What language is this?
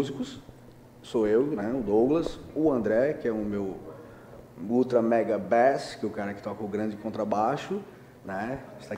Portuguese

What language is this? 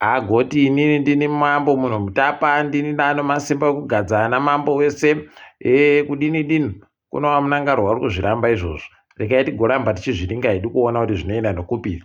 Ndau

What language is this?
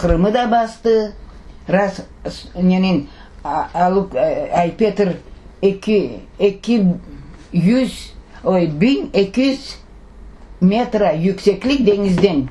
Crimean Tatar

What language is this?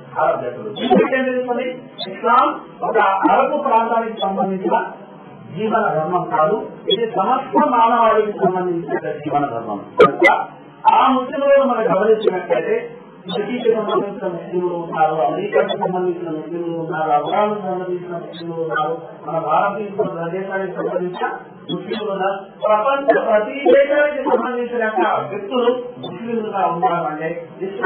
Telugu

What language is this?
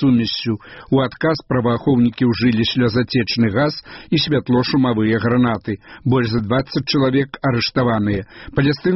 Belarusian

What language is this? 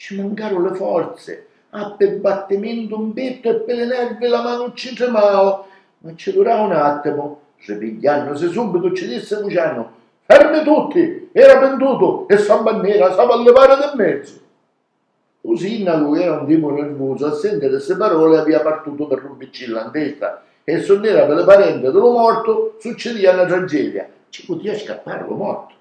Sicilian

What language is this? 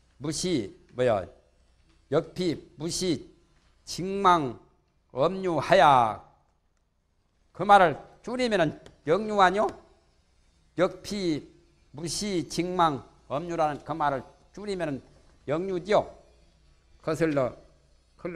Korean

